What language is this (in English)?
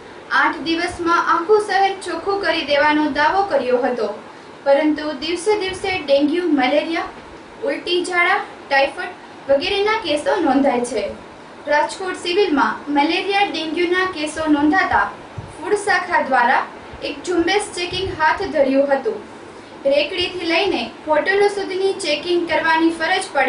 Gujarati